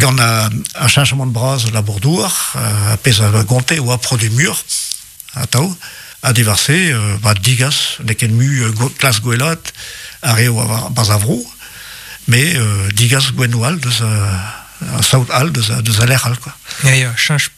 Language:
Breton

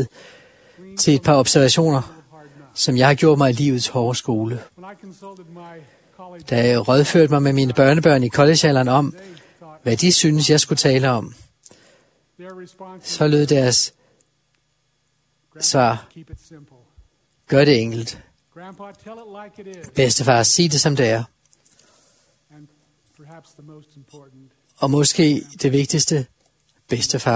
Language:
Danish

